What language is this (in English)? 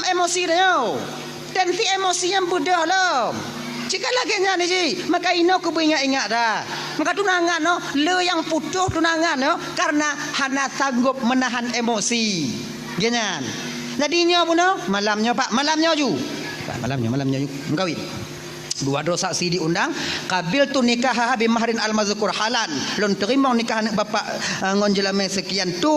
Achinese